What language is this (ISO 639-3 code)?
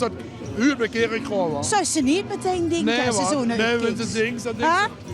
lim